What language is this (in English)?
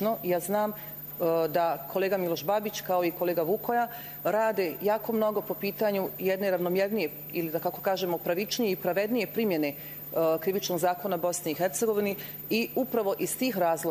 Bosnian